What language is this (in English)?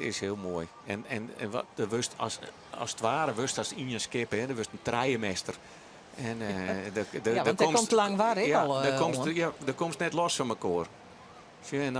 Western Frisian